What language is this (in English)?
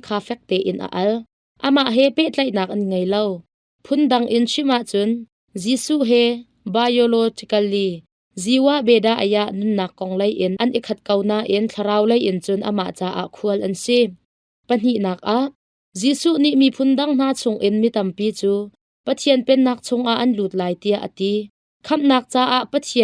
Hakha Chin